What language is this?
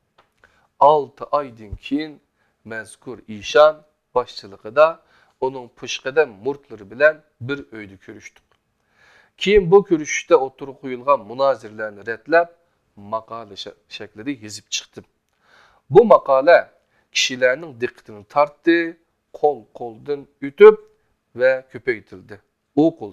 Uyghur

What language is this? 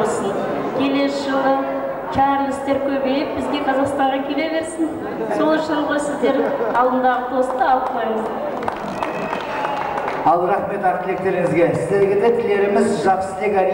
Kazakh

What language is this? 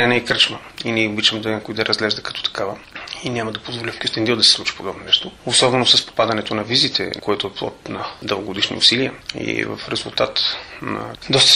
Bulgarian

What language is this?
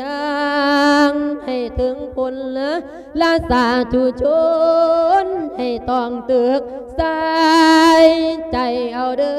Lao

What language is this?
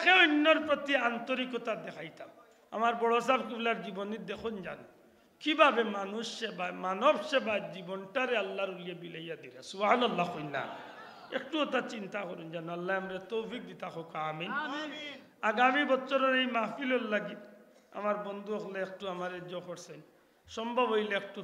Sylheti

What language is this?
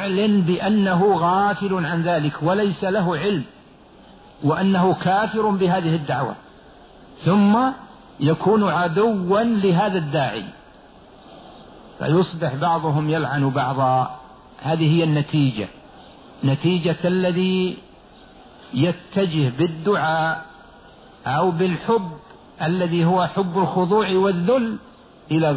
Arabic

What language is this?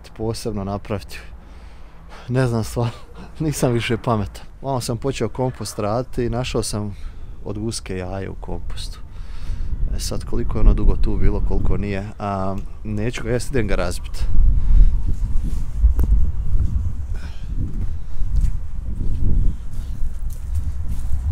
Croatian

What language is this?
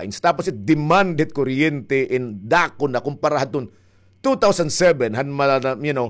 Waray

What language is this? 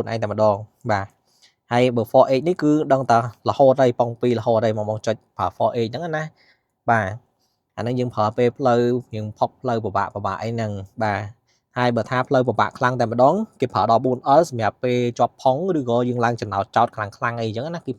Khmer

